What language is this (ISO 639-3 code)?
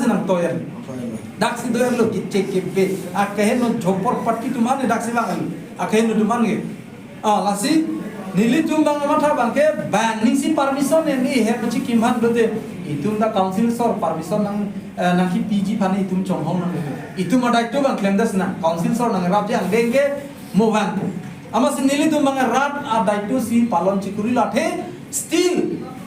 mjw